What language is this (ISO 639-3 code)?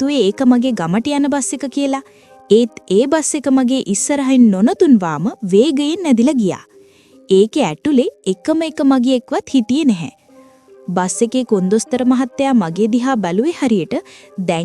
sin